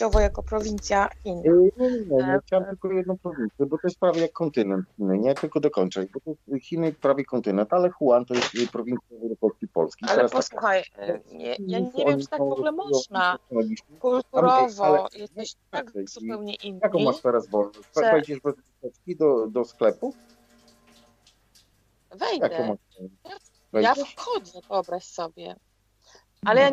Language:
Polish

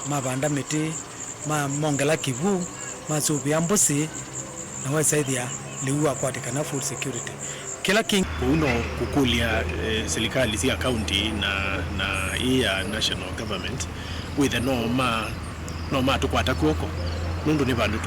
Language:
Kamba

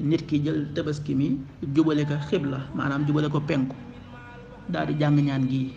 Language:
Wolof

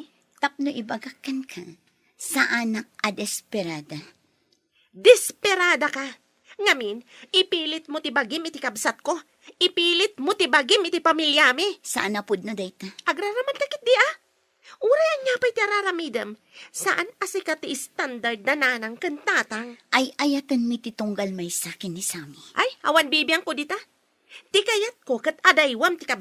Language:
Iloko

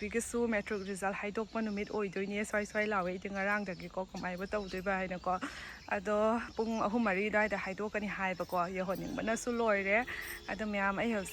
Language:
Manipuri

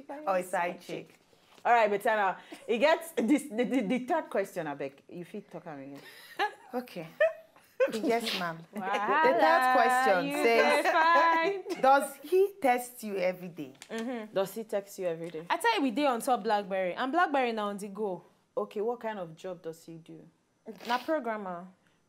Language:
Nigerian Pidgin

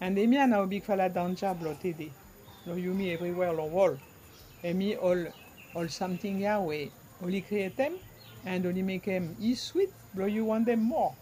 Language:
Bislama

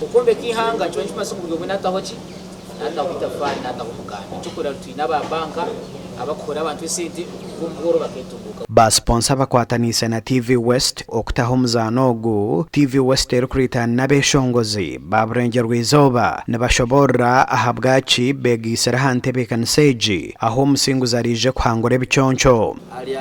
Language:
Nyankole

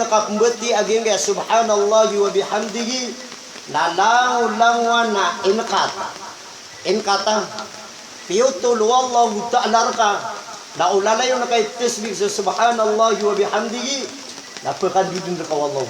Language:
Maranao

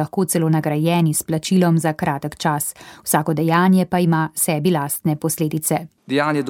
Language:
Slovenian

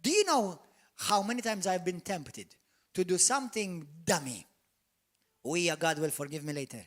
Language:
English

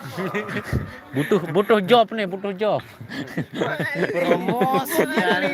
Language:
Sasak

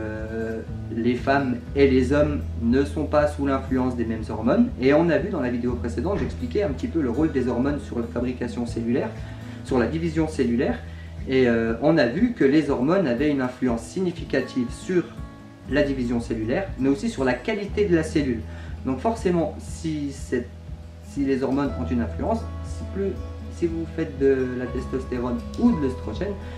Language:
French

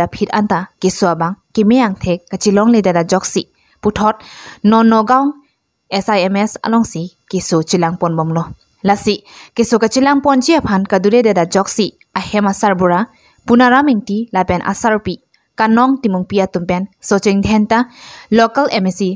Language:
Karbi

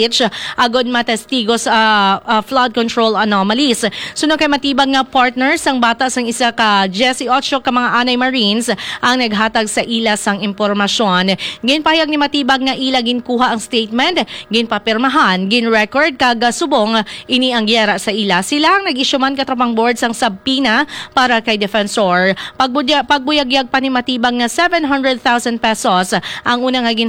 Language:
Hiligaynon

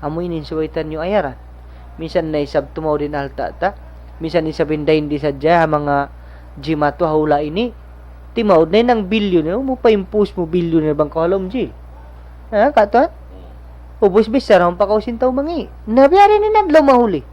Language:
Tausug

